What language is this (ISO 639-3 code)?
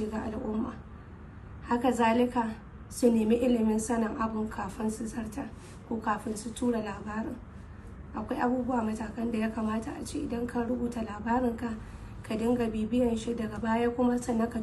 hau